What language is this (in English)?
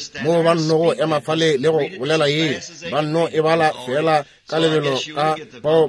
Northern Sotho